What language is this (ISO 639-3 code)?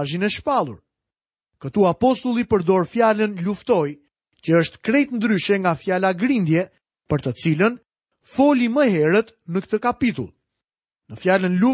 sqi